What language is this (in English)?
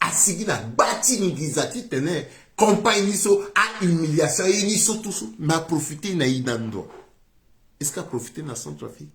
Sango